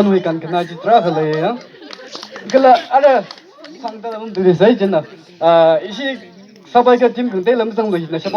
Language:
Tangkhul Naga (India)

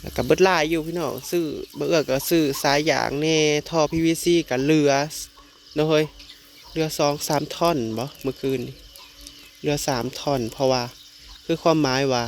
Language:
Northeastern Thai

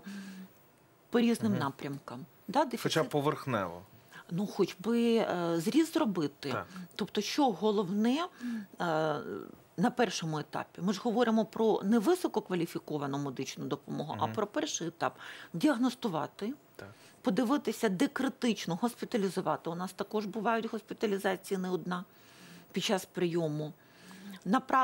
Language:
Ukrainian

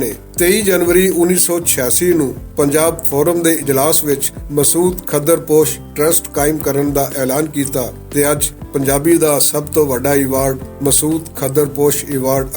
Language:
Western Panjabi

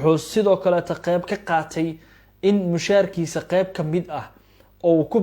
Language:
Somali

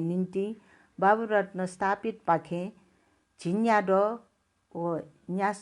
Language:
Newari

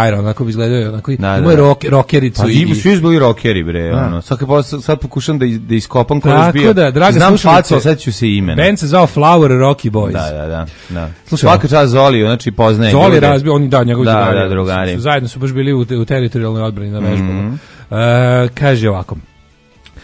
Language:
Serbian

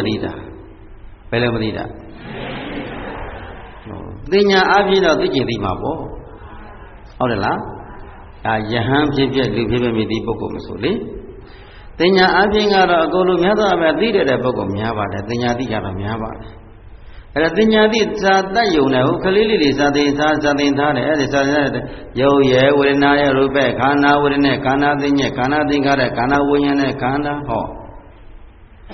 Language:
Burmese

